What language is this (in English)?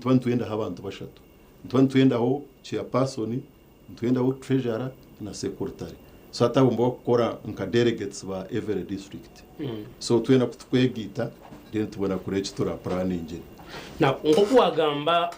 Nyankole